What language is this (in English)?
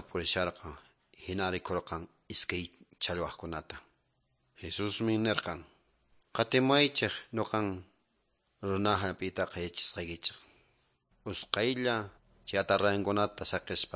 Quechua